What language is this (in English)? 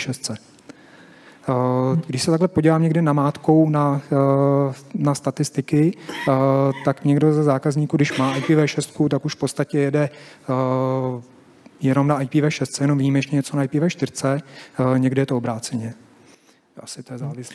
Czech